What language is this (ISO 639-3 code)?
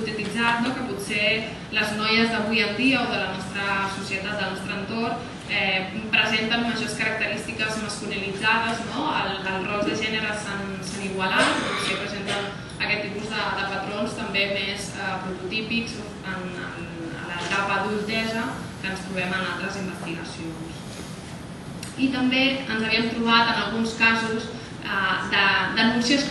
cat